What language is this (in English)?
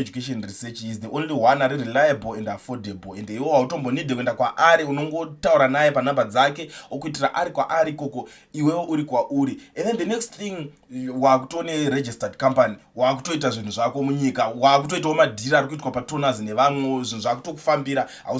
Shona